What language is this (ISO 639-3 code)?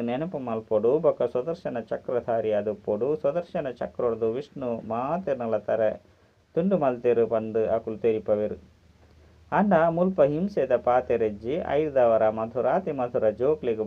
tcy